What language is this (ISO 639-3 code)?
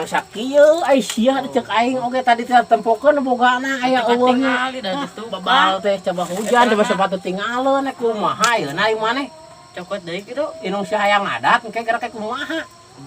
sun